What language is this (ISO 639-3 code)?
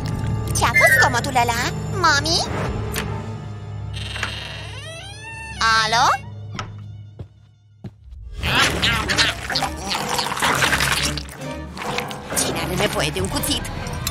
ron